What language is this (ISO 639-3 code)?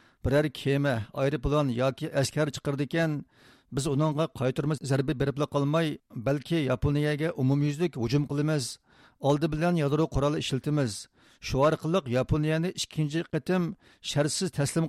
uig